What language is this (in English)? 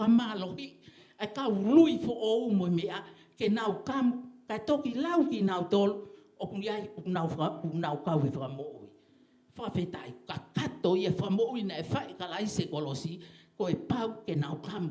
Tongan